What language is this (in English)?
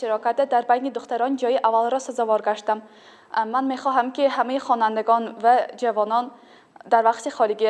Tajik